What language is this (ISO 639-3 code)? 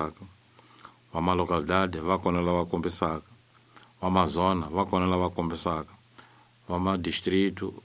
tso